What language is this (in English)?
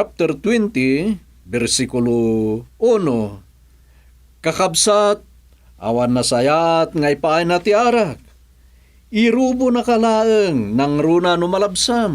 Iloko